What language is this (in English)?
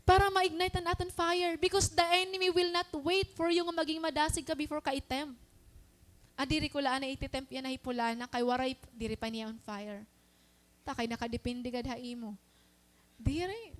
Waray